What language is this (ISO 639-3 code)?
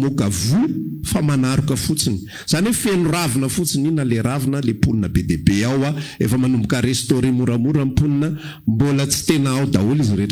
mlg